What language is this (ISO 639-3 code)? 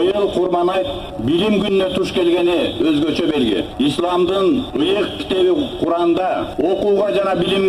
kir